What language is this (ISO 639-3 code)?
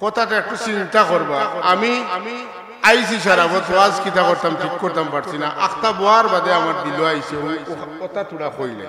syl